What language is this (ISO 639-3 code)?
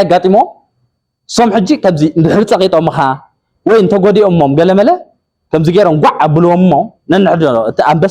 tir